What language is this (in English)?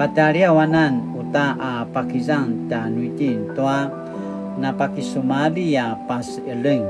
Paiwan